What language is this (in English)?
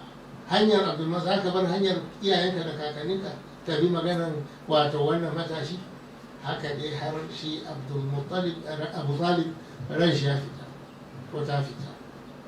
Hausa